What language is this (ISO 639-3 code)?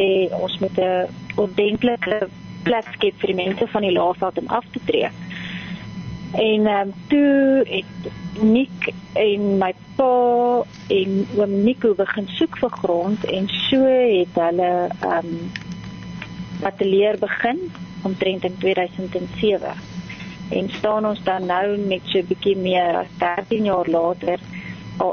afr